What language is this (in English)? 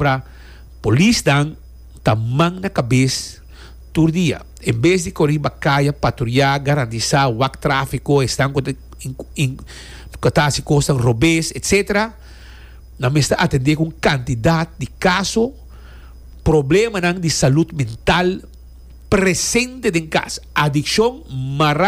Papiamento